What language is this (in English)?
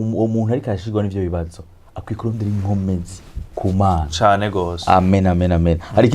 Rundi